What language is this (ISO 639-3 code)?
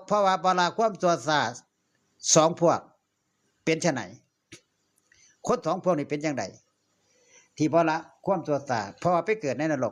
tts